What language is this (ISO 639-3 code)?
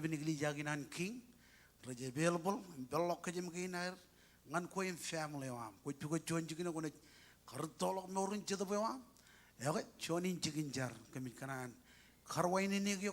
mah